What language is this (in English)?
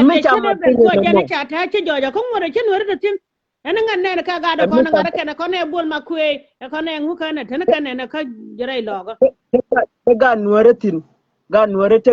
Nuer